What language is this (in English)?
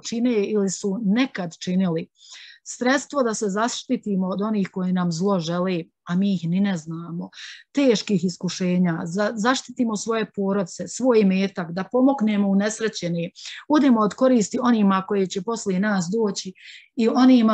Bosnian